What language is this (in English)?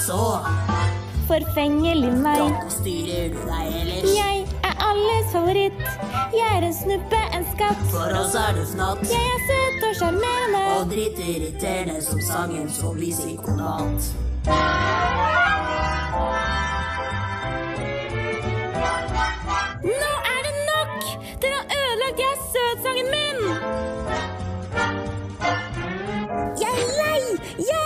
Norwegian